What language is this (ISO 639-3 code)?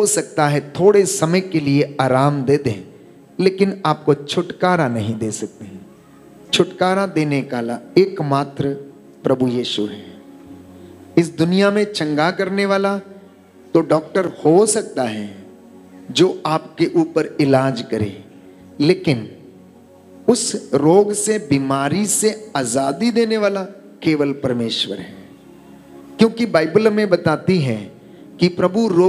hin